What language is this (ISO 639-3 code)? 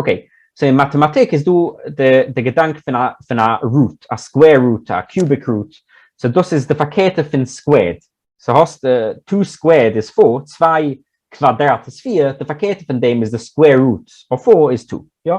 yid